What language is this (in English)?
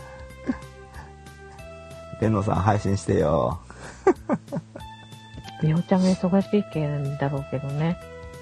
Japanese